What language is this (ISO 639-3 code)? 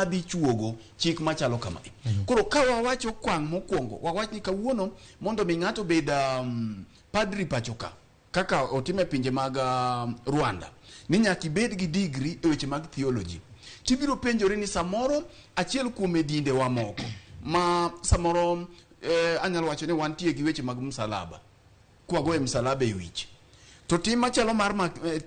luo